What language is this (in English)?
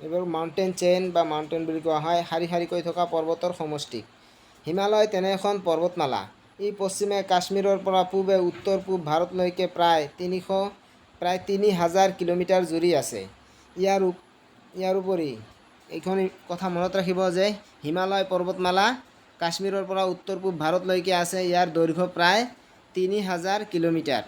Assamese